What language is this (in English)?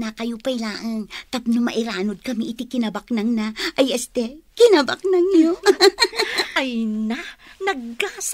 Iloko